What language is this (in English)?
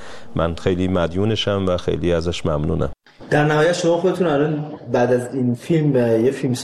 Persian